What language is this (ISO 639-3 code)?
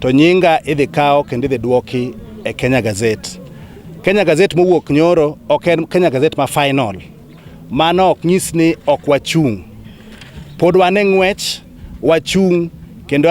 luo